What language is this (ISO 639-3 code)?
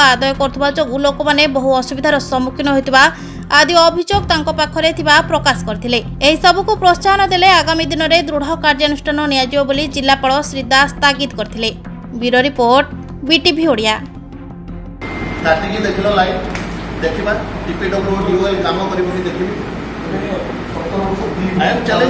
ori